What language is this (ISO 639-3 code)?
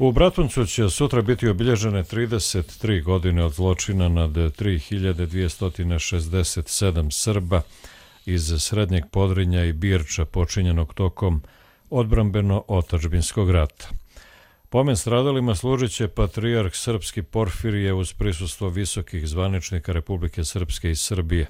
srp